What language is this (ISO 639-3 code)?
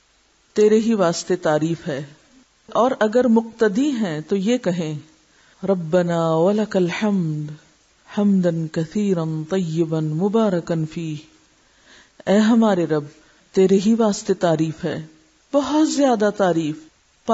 urd